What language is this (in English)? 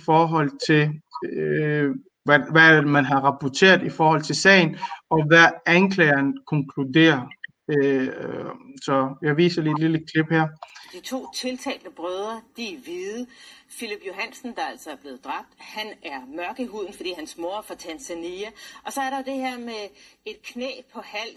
Danish